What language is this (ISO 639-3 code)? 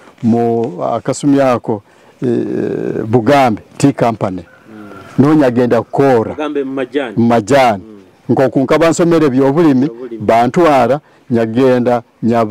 nyo